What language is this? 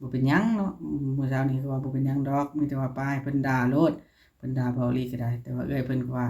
Northeastern Thai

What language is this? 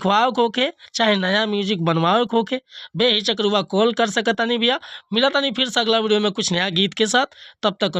Bhojpuri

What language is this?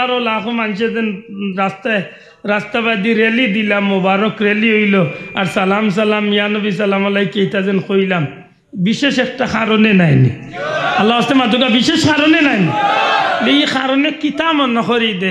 Sylheti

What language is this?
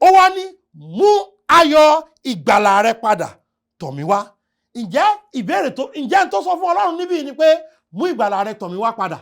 Yoruba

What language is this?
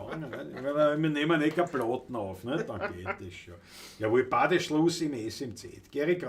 Bavarian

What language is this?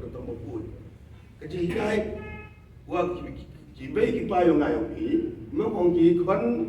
Khasi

